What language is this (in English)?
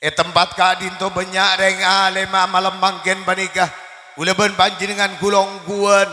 Madurese